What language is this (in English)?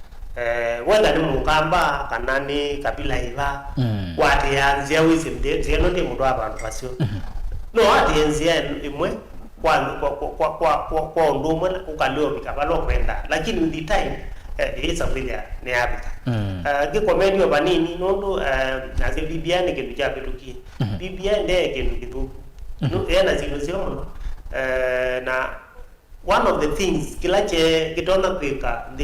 Kamba